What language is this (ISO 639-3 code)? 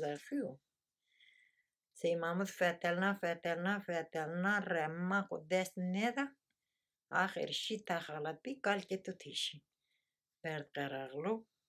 tur